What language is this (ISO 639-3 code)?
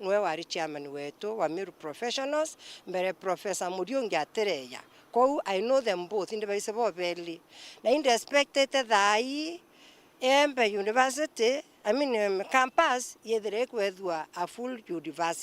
mer